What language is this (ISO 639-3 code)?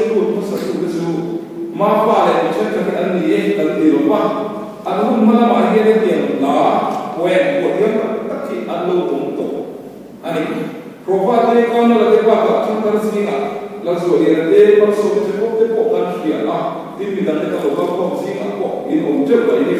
lus